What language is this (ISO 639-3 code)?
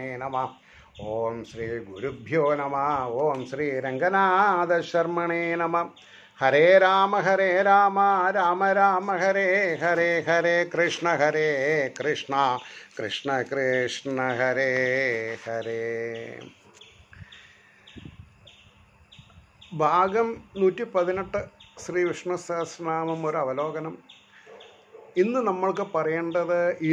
mal